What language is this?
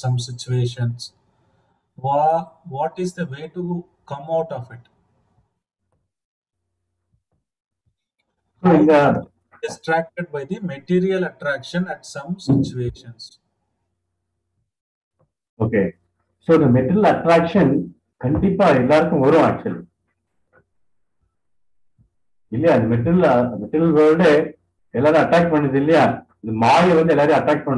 Tamil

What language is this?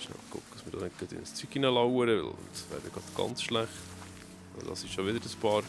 Swiss German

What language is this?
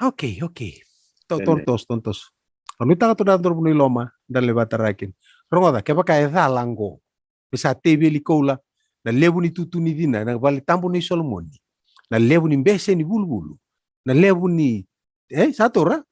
Fijian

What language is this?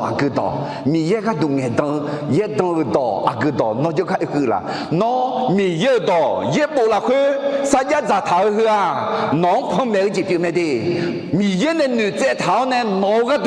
Akha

